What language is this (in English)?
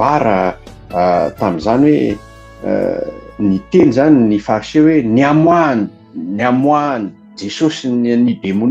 Malagasy